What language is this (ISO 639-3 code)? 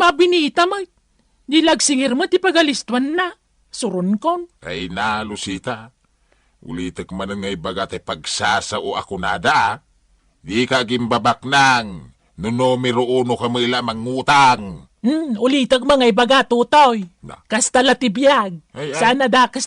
ilo